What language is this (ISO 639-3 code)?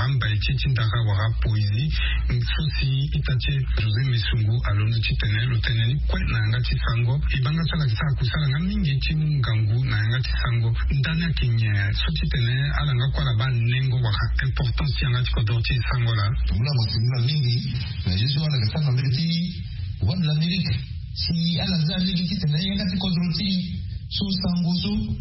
sag